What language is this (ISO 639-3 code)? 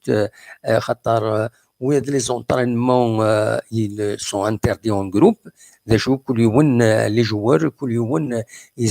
kab